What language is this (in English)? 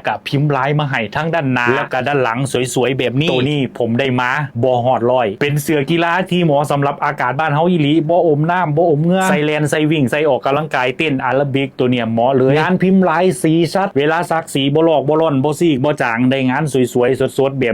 Lao